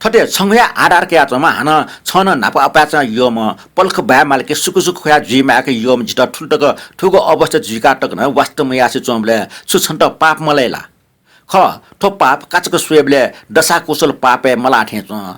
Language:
Newari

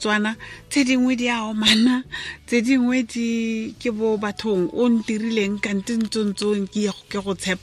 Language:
Tswana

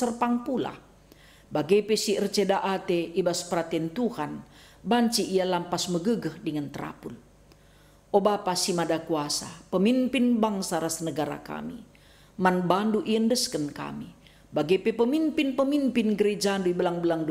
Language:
Batak Karo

